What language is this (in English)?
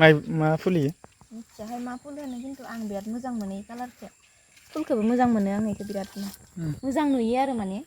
Bodo